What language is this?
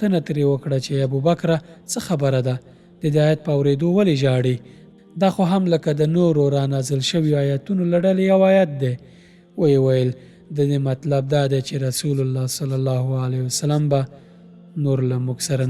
Pashto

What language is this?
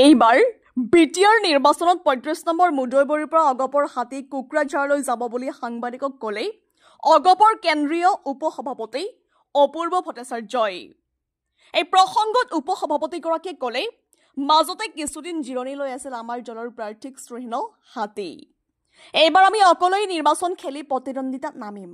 Assamese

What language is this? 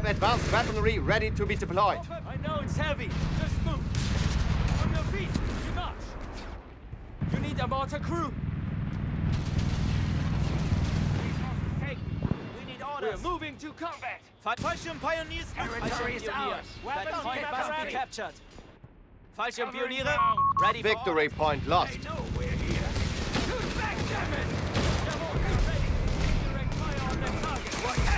English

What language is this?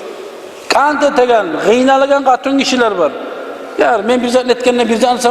Kumyk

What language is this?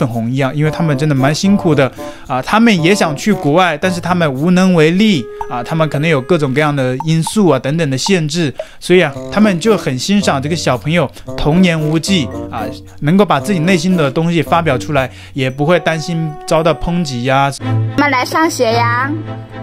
Chinese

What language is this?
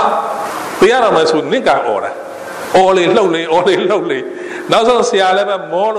Burmese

